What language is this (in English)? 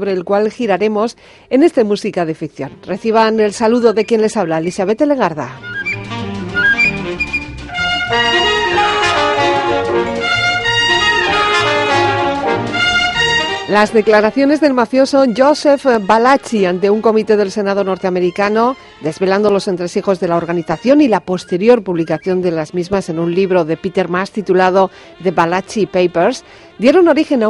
Spanish